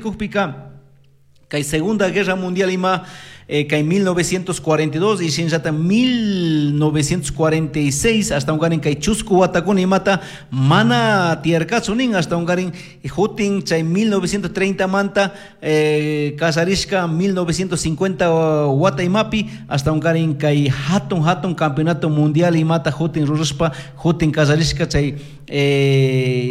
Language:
Chimborazo Highland Quichua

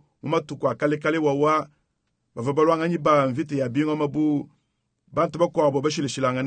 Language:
Luba-Lulua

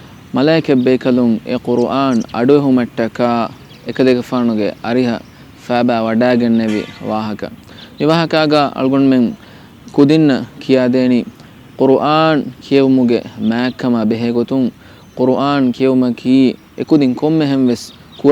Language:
Divehi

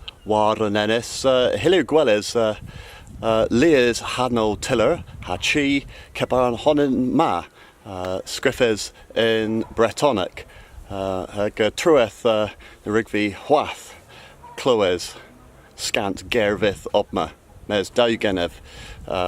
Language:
Cornish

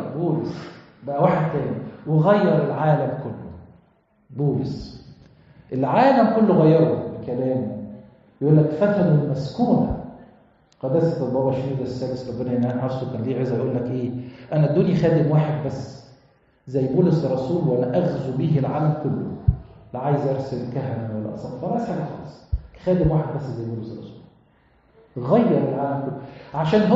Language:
Egyptian Arabic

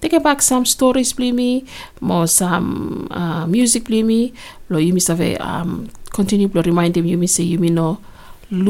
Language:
Bislama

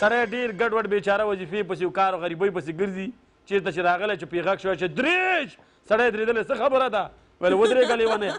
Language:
Pashto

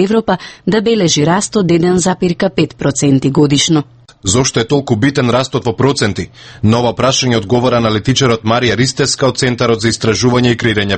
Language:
Macedonian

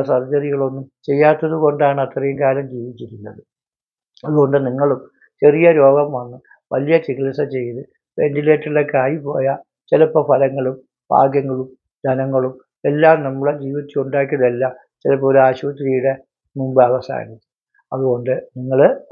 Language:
Malayalam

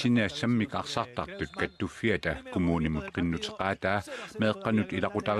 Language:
Kalaallisut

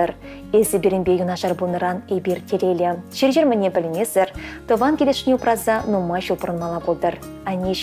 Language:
Chuvash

